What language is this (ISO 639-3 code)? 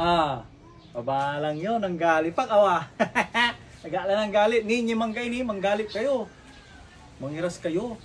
pag